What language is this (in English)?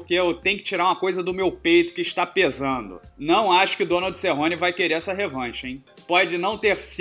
Portuguese